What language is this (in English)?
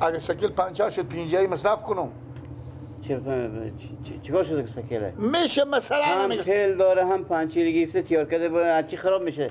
Persian